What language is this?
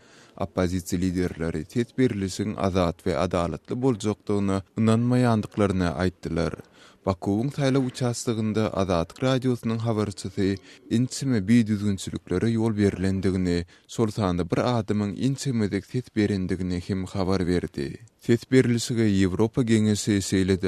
Turkmen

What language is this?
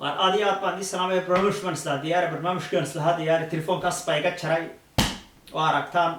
Somali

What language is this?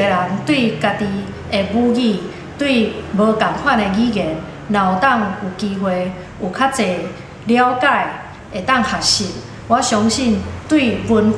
Min Nan Chinese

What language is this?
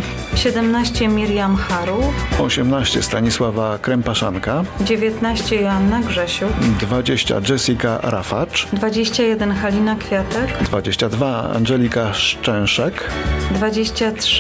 Polish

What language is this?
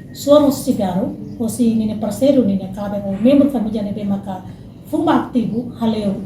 Tetum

